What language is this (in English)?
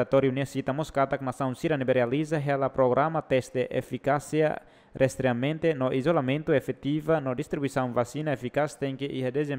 Tetum